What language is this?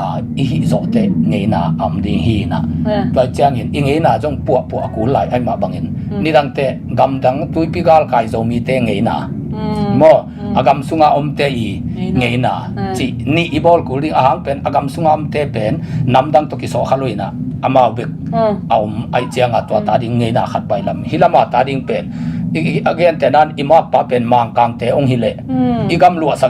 Tedim Chin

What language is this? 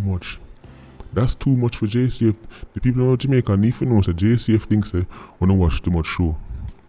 Jamaican Creole English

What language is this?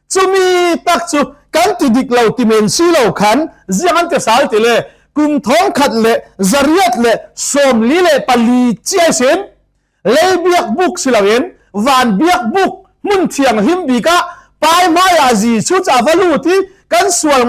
Falam Chin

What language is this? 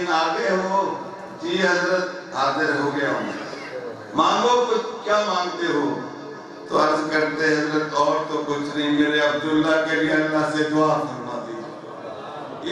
Urdu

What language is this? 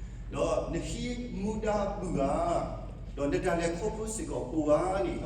S'gaw Karen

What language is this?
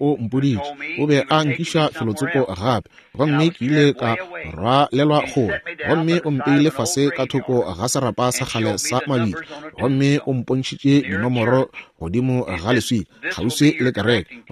Northern Sotho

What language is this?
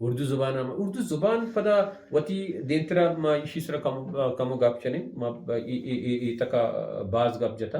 Baluchi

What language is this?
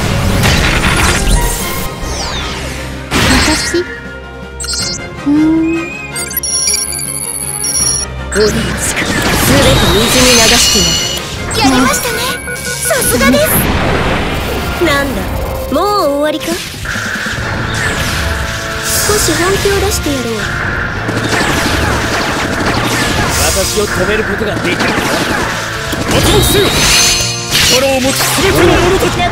Japanese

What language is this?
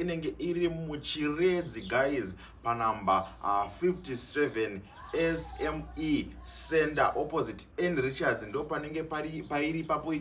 Shona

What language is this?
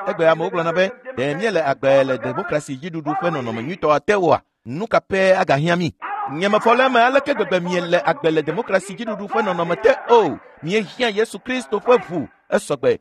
Ewe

